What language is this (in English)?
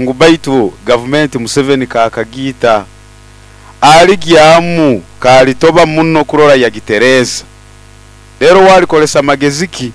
Nyoro